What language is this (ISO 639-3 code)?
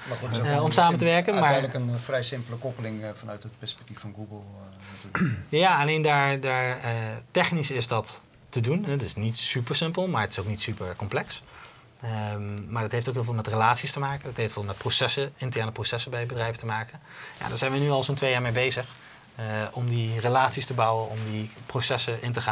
nld